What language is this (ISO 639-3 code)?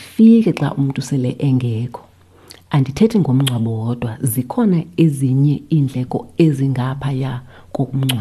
xho